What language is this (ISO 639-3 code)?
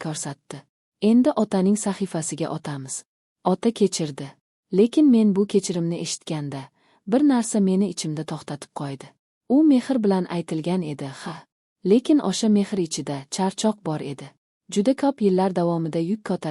uzb